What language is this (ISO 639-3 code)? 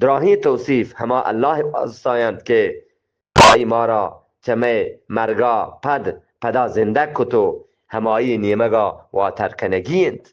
bgp